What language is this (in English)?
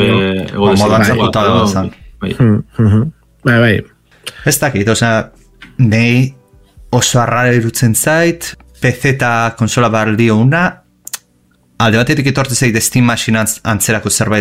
Basque